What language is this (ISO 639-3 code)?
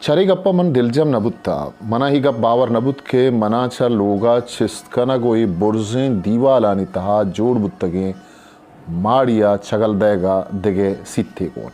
bgp